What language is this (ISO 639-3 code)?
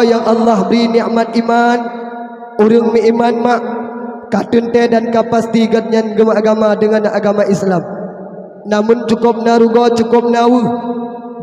ace